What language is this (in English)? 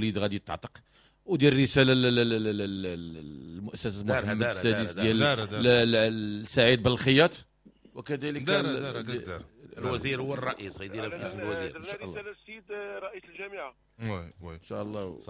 Moroccan Arabic